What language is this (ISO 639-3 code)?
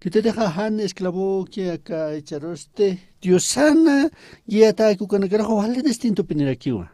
aym